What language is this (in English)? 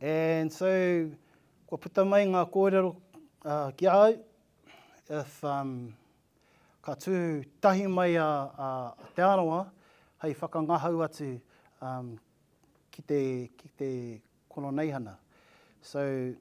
Māori